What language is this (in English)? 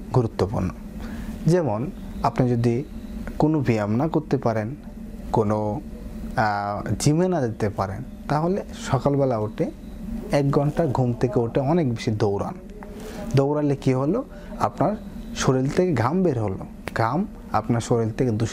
Bangla